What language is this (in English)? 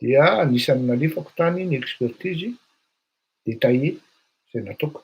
Malagasy